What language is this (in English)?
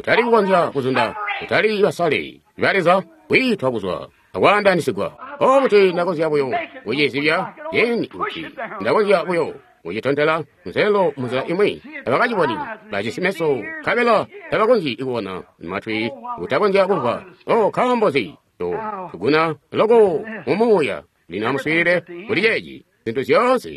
Tonga (Zambia)